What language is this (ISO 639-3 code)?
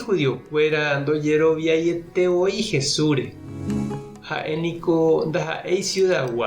grn